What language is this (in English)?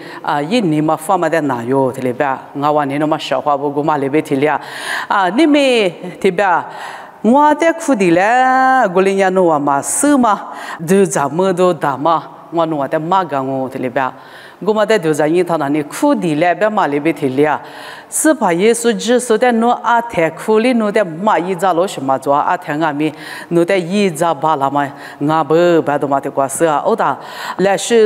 Lisu